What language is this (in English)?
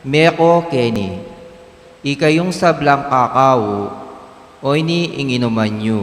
Pampanga